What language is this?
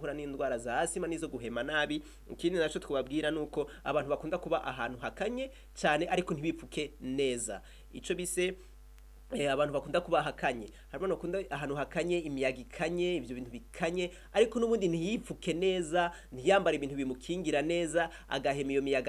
Rundi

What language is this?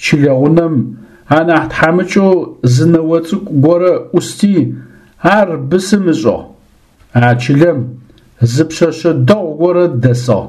Adyghe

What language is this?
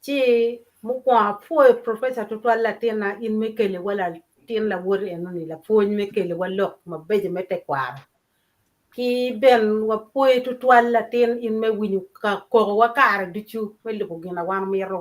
Acoli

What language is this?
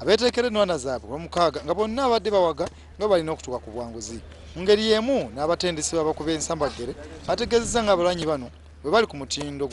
Ganda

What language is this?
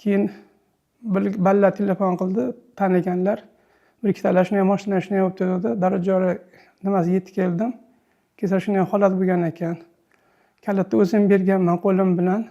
Uzbek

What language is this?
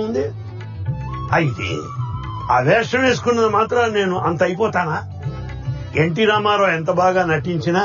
Telugu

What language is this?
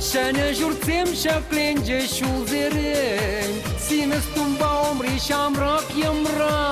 Chuvash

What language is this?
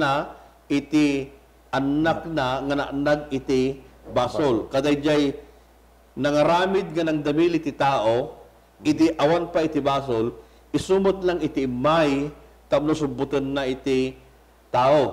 Iloko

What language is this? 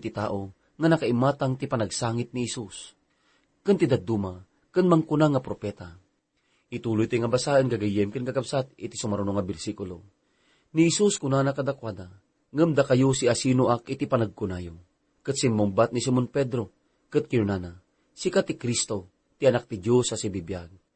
Iloko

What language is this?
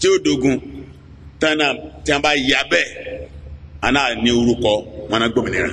Yoruba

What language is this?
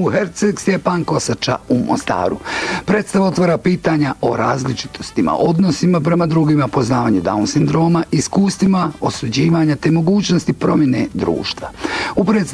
Bosnian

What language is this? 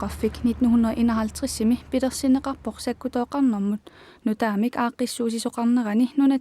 Kalaallisut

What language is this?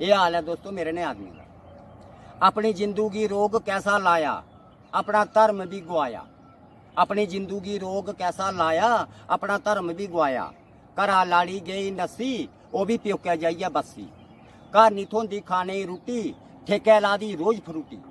Dogri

